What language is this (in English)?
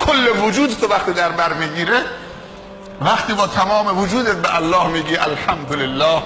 Persian